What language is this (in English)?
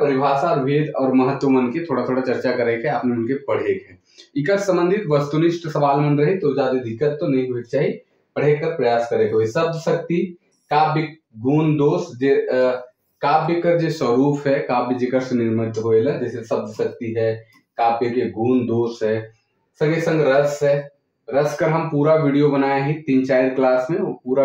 Sadri